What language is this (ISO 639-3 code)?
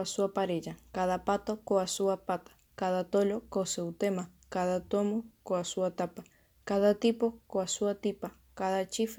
glg